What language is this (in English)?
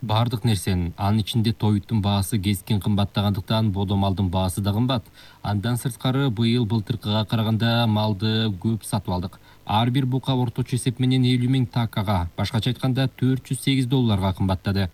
Kyrgyz